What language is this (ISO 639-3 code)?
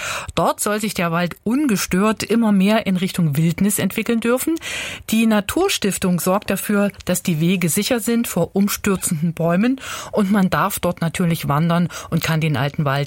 deu